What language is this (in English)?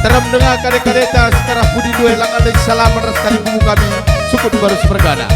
Batak Karo